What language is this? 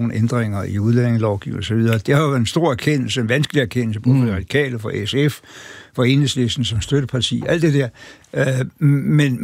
Danish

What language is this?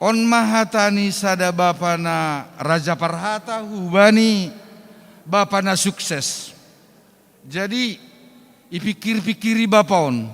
Batak Simalungun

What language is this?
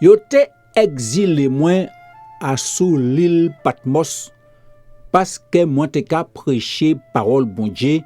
Guadeloupean Creole French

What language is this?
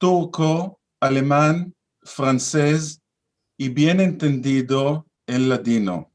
Ladino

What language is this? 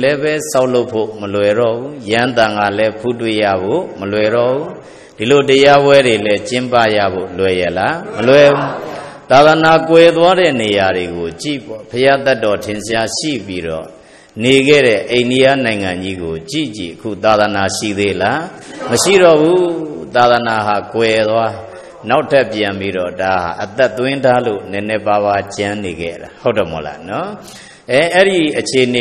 Burmese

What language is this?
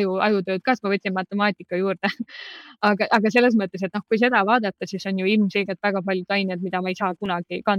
Estonian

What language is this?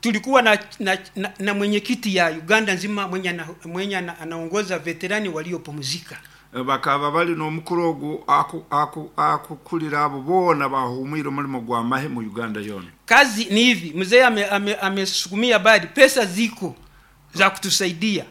Nyankole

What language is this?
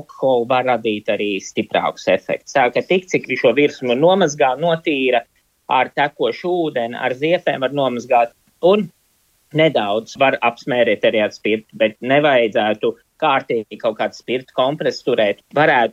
Latvian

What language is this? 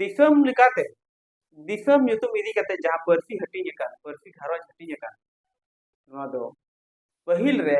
Santali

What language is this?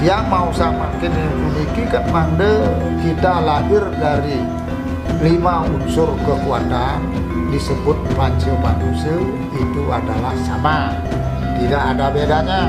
Balinese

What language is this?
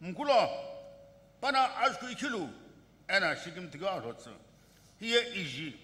Sumi Naga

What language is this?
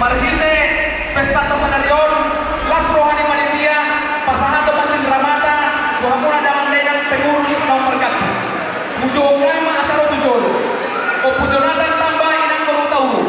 Batak Toba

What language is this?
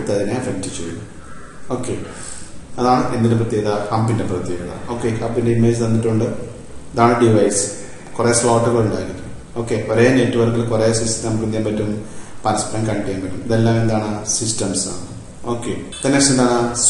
Malayalam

